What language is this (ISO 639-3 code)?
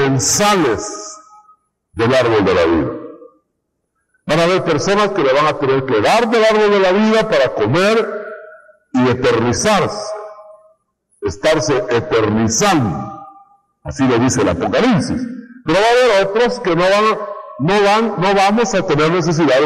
spa